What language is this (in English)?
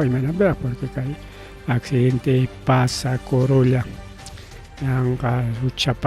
Ayacucho Quechua